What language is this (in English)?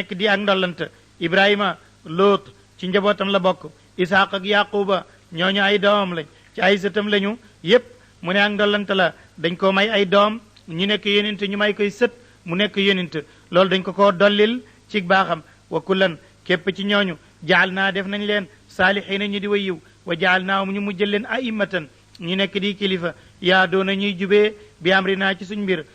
Wolof